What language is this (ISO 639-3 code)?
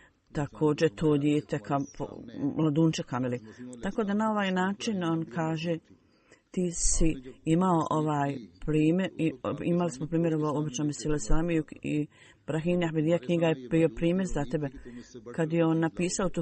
bos